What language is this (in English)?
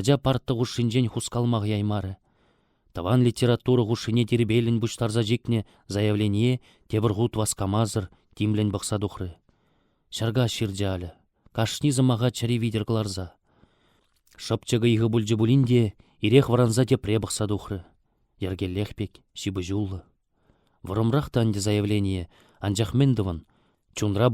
Chuvash